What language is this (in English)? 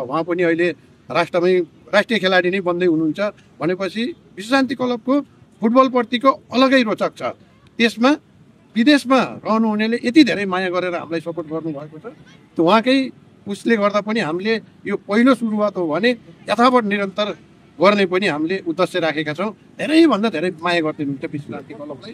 Nepali